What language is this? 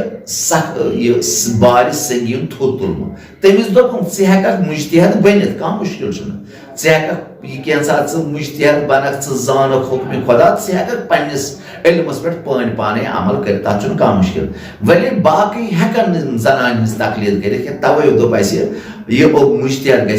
Kashmiri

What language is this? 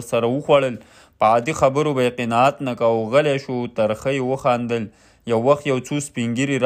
Pashto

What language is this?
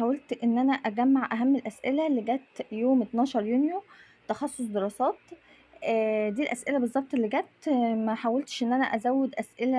Egyptian Arabic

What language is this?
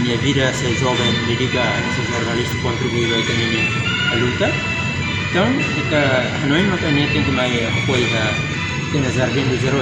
Tetum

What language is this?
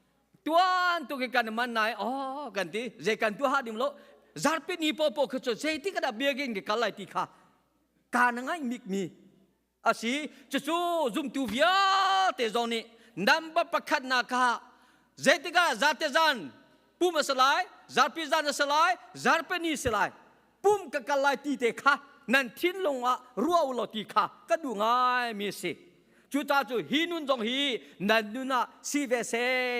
Hakha Chin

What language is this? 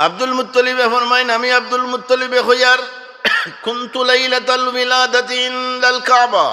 Sylheti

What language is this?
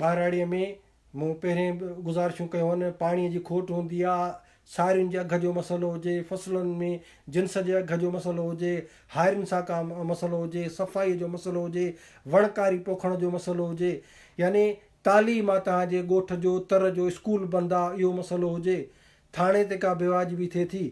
Sindhi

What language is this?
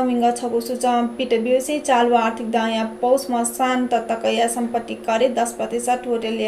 Newari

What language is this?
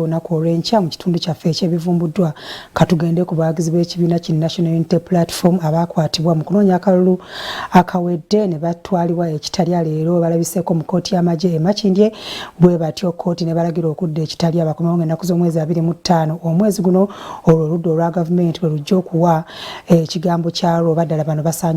Ganda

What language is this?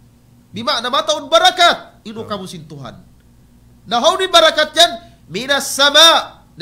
Tausug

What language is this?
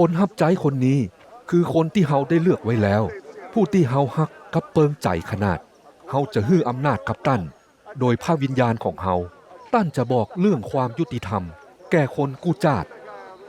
Northern Thai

